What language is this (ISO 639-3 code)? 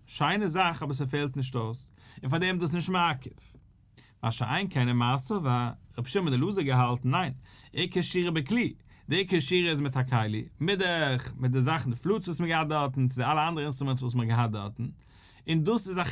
yid